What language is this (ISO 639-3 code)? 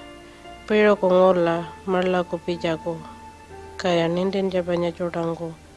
pjt